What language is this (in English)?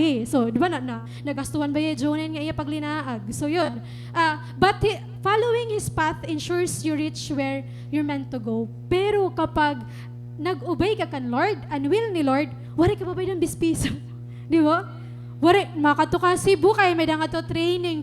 Waray